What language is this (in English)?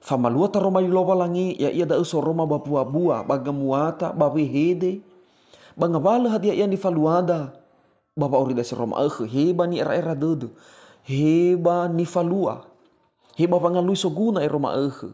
Nias